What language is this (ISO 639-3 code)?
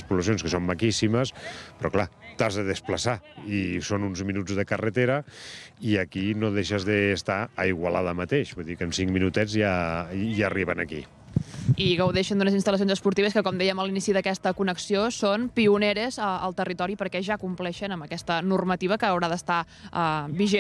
cat